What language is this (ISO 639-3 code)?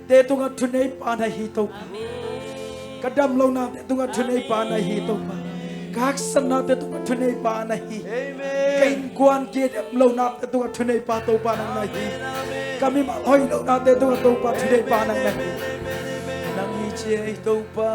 ctd